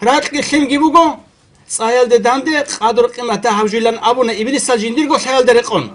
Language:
Avaric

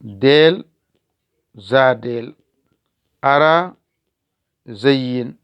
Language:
Fula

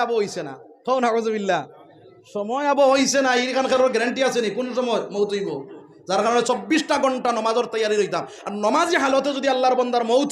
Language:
Sylheti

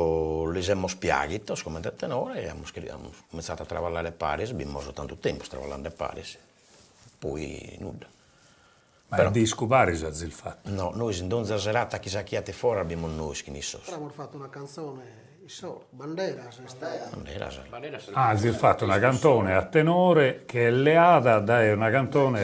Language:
Sardinian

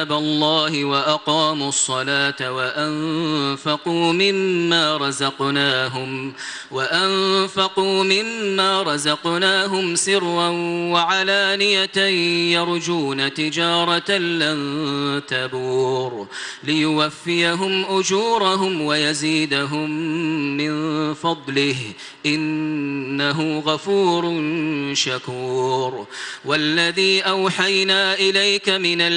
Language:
Arabic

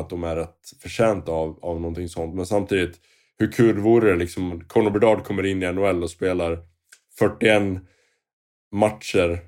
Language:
Swedish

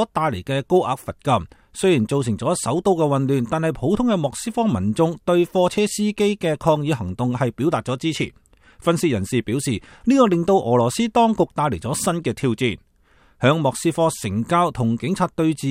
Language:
Cantonese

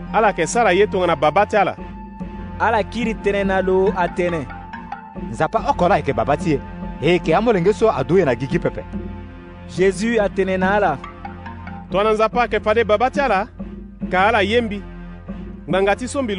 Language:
Sango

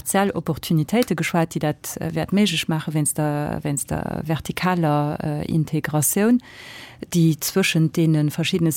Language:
Luxembourgish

